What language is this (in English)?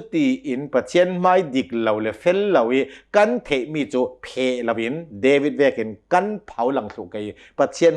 Hakha Chin